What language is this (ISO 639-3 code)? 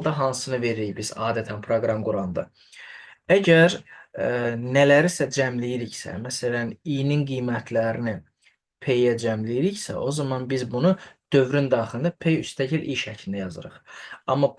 aze